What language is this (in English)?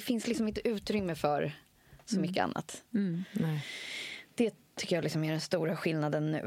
Swedish